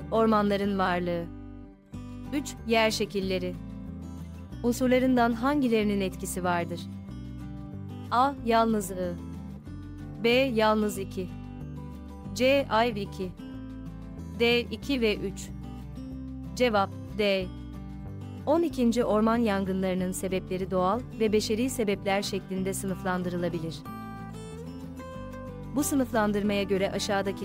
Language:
Turkish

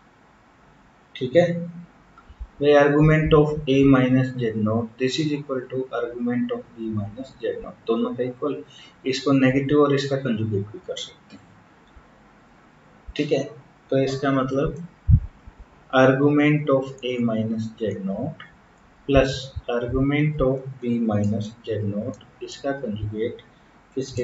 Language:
Hindi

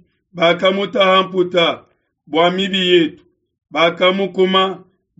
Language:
Luba-Lulua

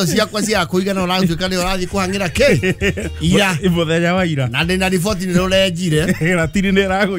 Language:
Kikuyu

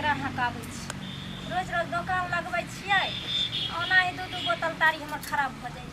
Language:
Maithili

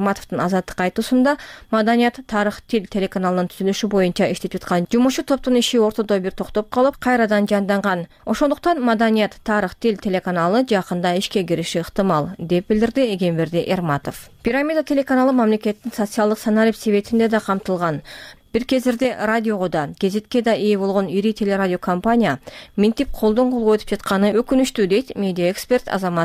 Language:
Kyrgyz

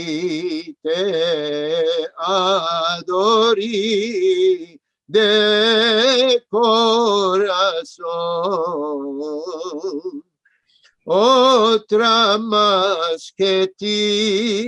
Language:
Ladino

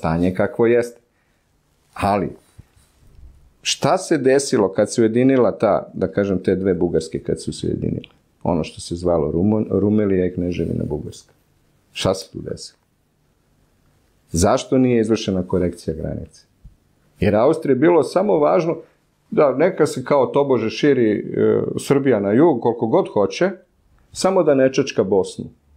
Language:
Serbian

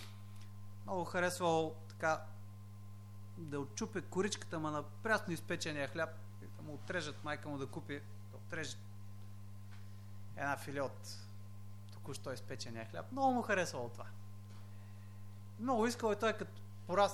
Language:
Bulgarian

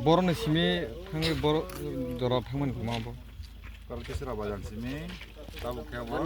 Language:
Kok Borok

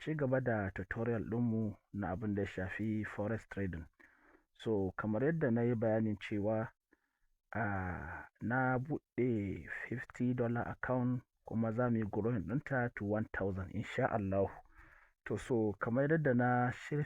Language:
Hausa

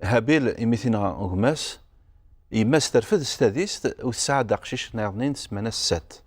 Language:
Kabyle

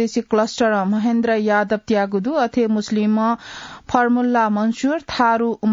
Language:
Newari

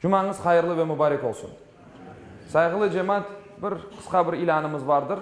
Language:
Crimean Tatar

